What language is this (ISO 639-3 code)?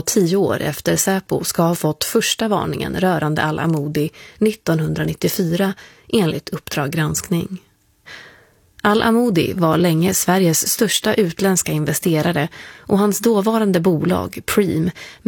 swe